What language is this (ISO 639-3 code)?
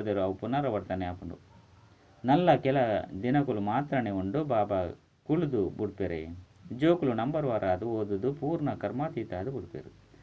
tcy